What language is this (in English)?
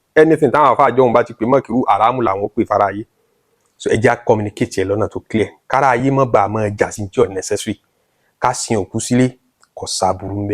Yoruba